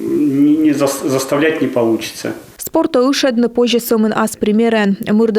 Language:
Komi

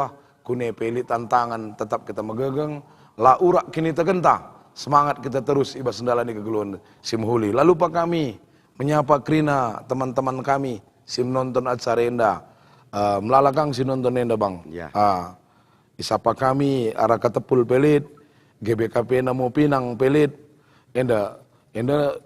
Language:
Batak Karo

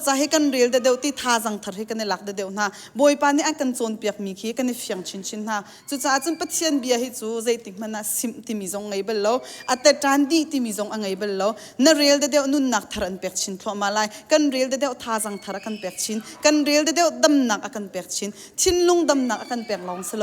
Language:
Hakha Chin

